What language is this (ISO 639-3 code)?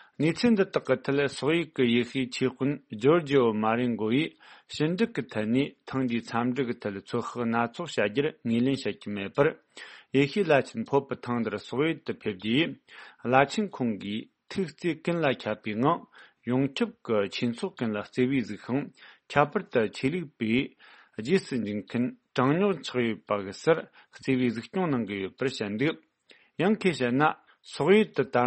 bod